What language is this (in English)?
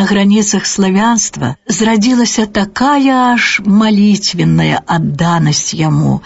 Belarusian